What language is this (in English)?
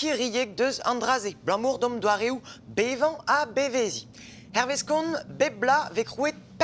Breton